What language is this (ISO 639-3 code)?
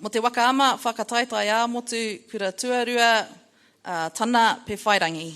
mri